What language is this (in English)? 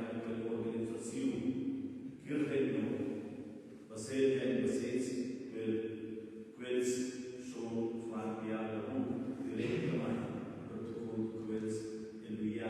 Romansh